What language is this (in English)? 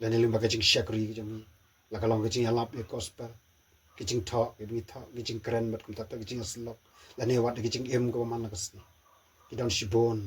Khasi